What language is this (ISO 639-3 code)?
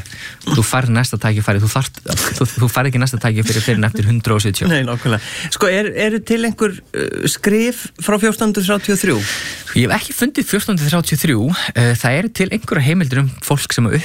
isl